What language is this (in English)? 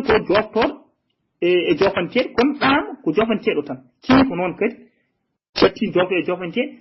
Fula